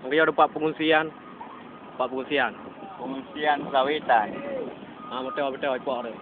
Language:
Achinese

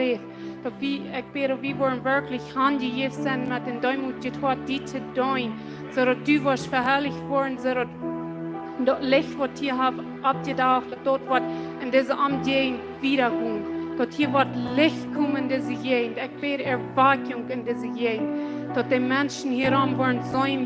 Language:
Plautdietsch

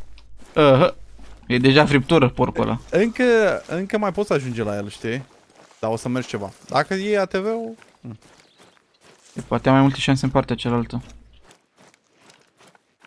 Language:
Romanian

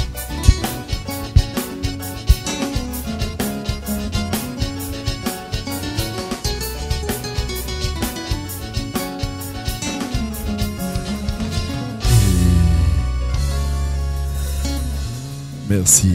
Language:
Réunion Creole French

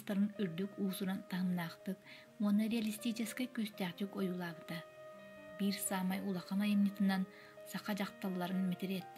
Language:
Yakut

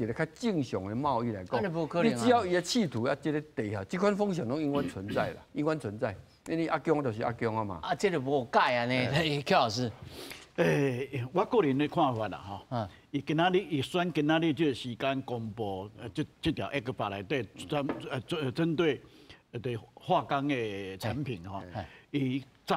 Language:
Min Nan Chinese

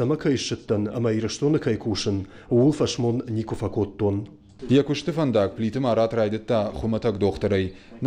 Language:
Ossetic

